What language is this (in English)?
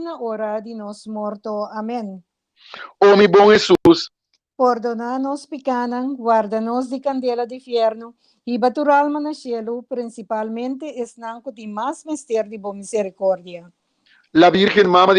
Papiamento